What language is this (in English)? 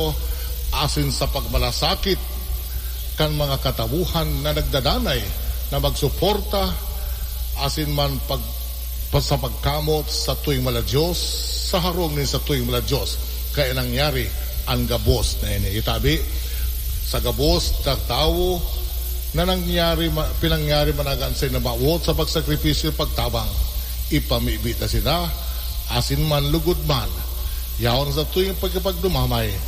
Bikol